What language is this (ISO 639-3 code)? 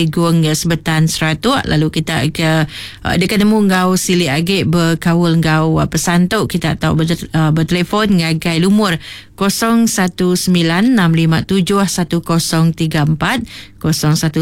iba